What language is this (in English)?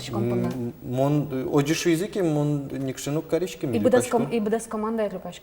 Udmurt